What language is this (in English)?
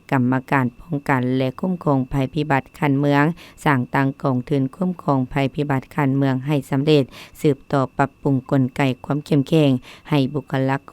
Lao